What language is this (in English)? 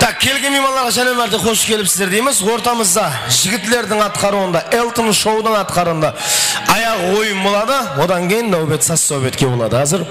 Kara-Kalpak